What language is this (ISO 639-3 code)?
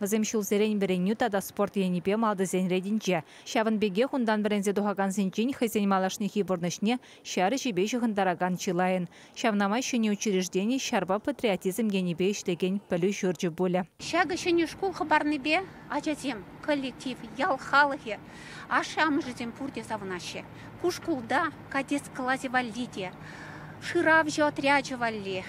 chv